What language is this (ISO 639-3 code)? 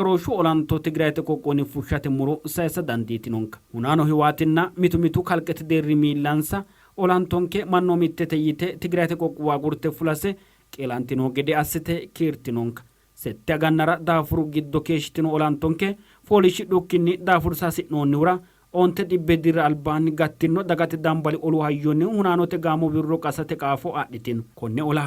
sid